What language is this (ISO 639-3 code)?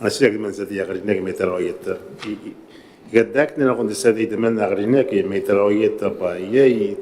gil